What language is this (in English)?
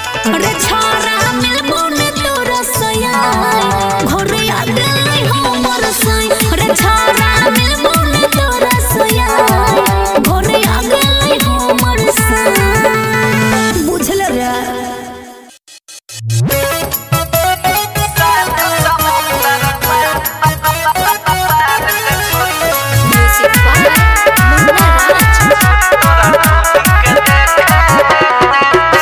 Bhojpuri